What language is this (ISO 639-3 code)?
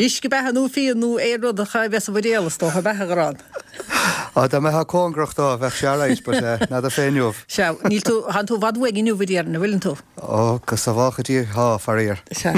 gle